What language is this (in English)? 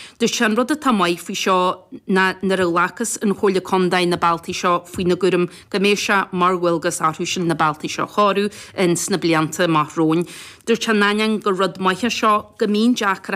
Irish